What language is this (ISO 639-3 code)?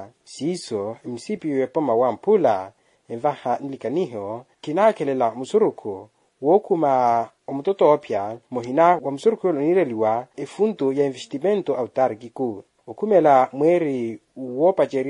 vmw